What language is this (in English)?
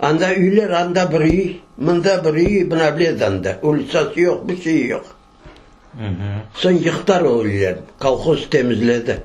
Crimean Tatar